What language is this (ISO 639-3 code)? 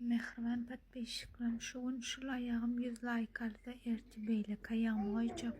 tuk